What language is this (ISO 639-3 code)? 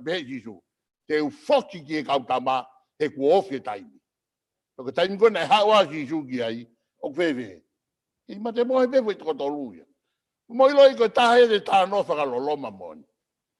ton